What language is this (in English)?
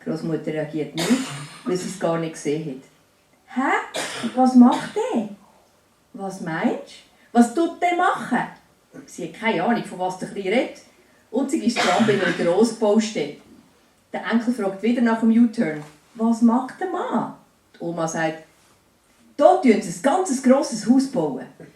Swiss German